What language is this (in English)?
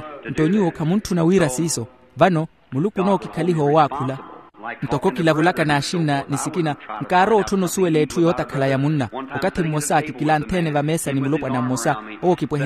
Makhuwa